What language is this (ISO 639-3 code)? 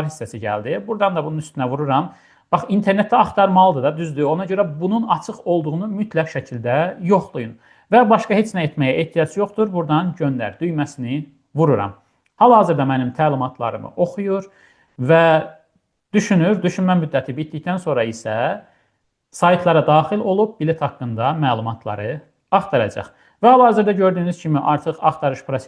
aze